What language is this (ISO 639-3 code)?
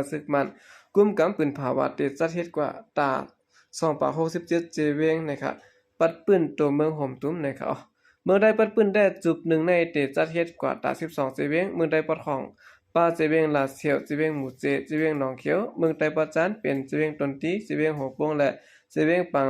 shn